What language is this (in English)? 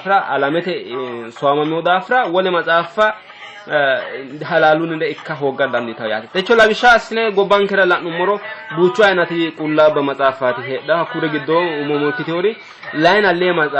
Sidamo